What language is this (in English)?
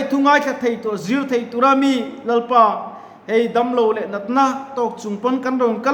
Mizo